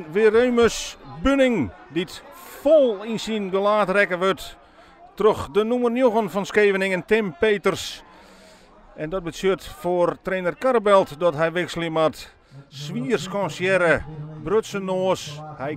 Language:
Western Frisian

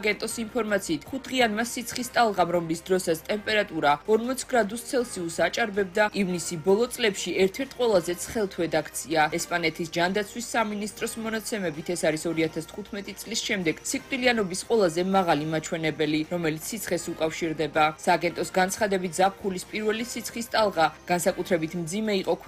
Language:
Georgian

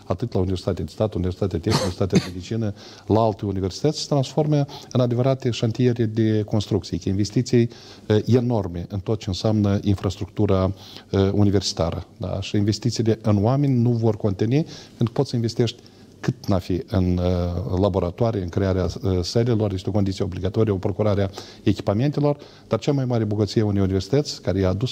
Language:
Romanian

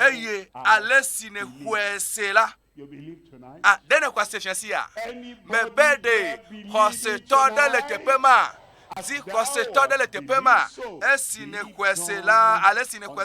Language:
Ewe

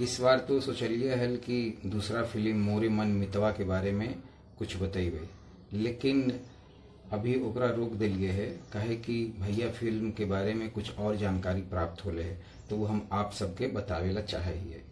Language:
Magahi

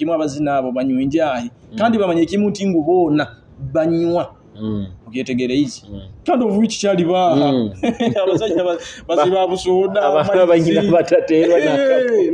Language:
Nyoro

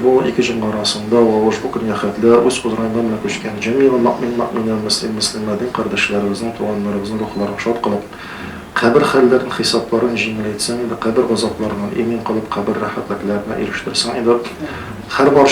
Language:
Tatar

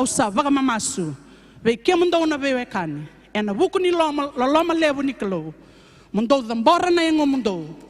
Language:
Fijian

